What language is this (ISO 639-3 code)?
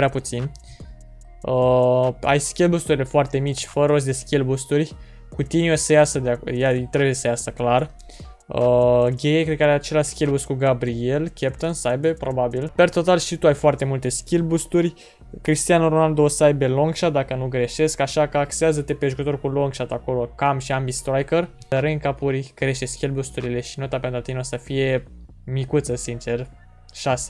ron